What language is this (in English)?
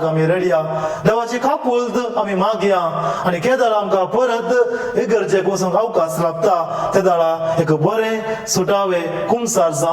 Konkani